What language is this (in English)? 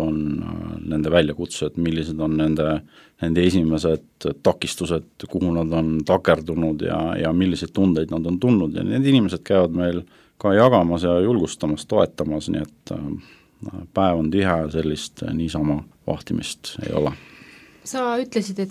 Estonian